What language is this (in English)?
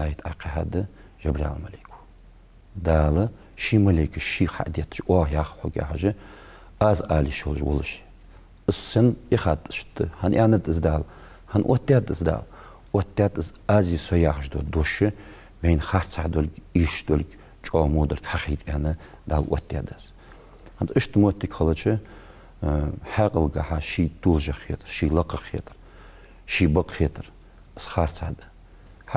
Ingush